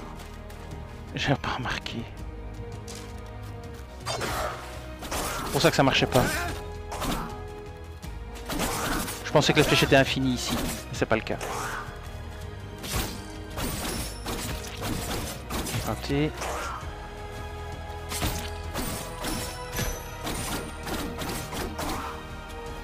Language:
French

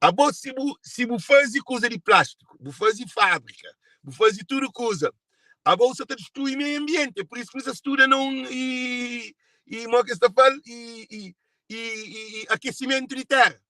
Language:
Kabuverdianu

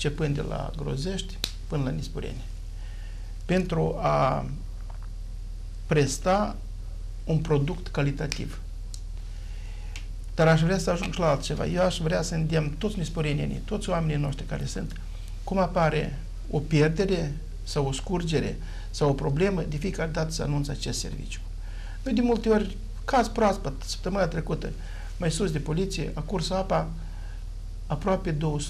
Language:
Romanian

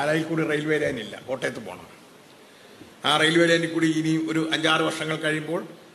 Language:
Malayalam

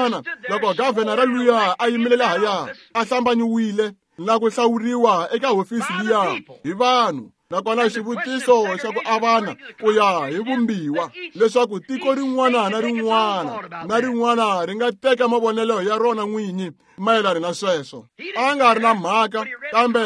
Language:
Tsonga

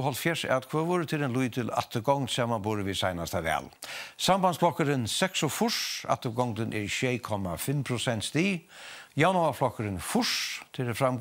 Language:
Faroese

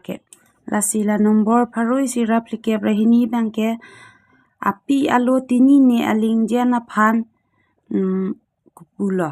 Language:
Karbi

